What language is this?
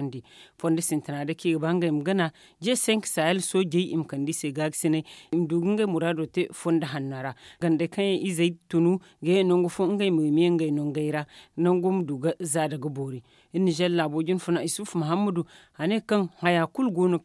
Zarma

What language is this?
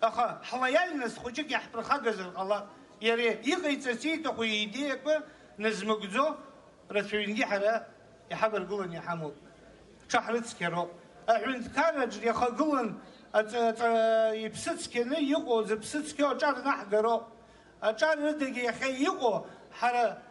Abkhazian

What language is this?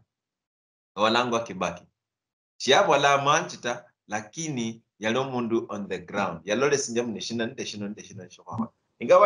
Luyia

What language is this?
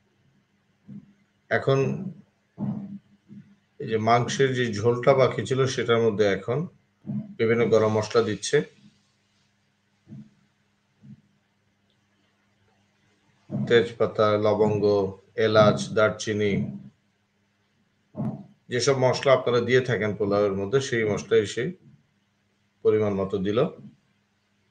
Bangla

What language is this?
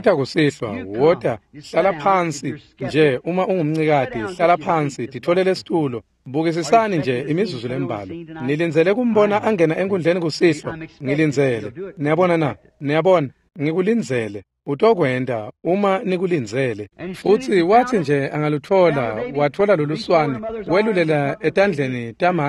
Swati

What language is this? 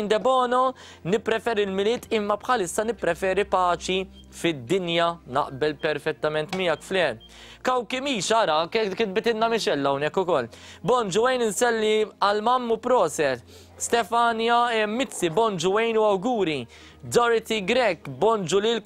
Maltese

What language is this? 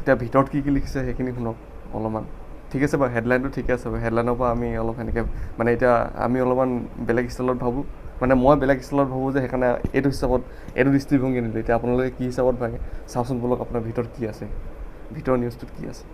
Assamese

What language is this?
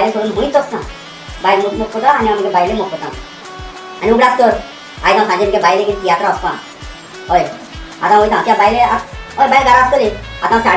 Konkani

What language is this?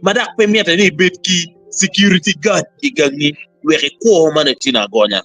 Acoli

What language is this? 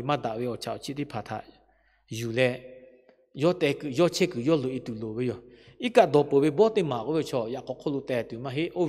Lahu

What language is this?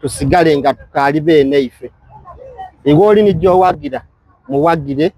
Soga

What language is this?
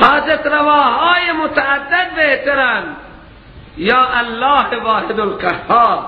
Persian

